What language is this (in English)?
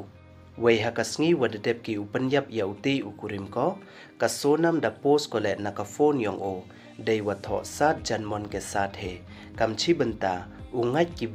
Pnar